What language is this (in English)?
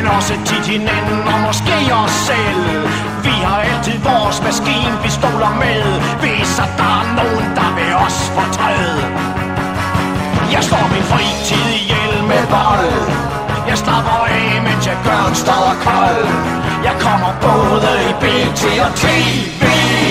Danish